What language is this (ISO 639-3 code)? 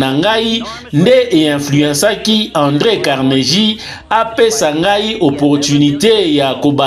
lin